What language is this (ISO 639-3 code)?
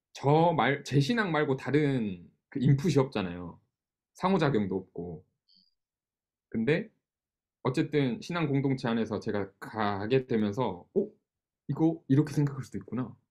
kor